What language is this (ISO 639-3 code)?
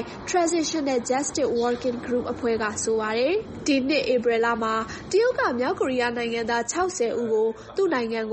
mya